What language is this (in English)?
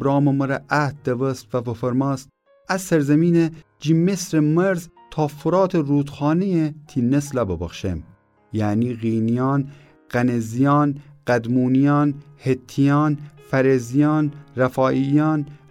Gilaki